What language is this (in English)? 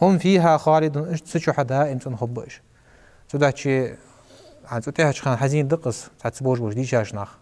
Ingush